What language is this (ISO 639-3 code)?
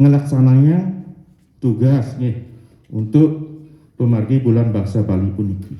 ban